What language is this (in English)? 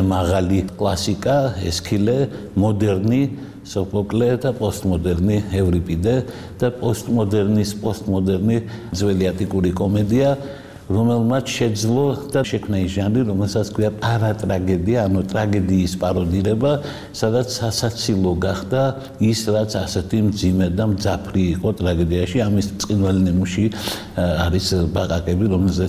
Georgian